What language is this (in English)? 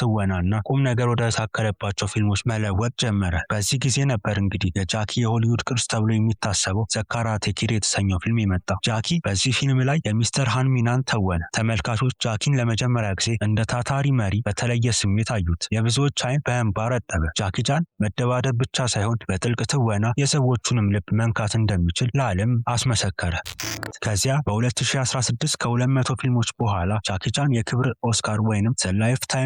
Amharic